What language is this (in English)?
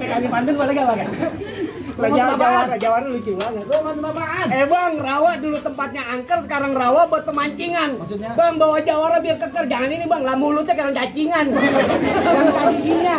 Betawi